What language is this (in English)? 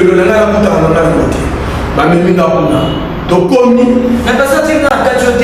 Lingala